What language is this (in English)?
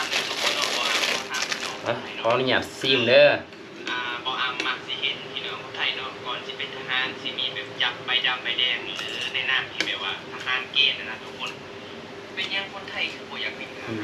Lao